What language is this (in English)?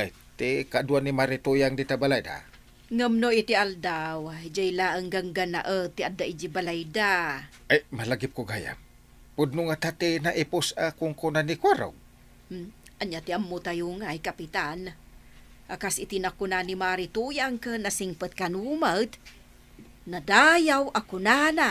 Iloko